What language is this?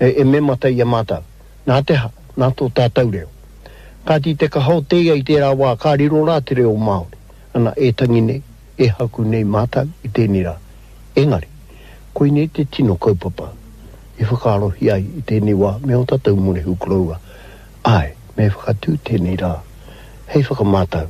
Māori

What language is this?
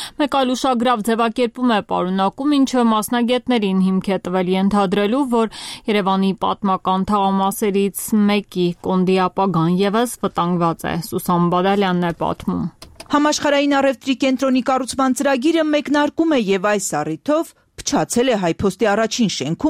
Armenian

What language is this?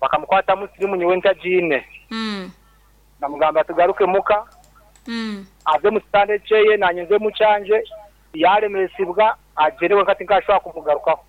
Nyankole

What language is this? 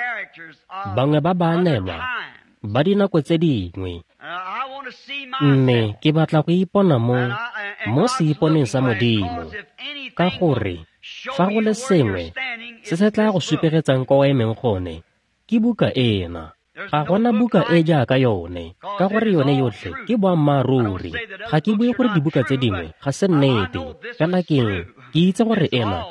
Tswana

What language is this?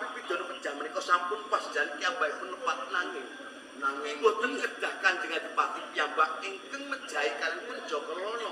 Javanese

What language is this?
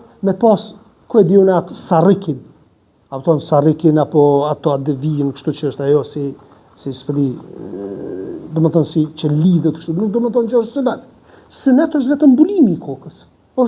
Albanian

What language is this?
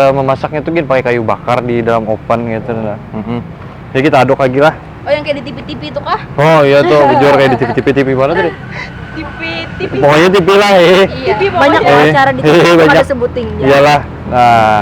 Banjar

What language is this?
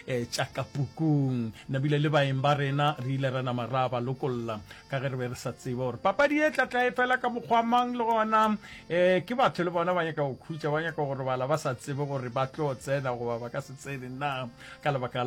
Northern Sotho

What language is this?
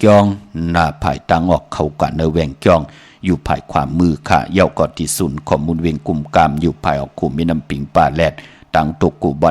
Shan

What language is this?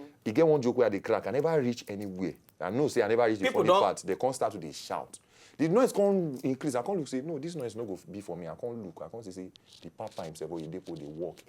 Nigerian Pidgin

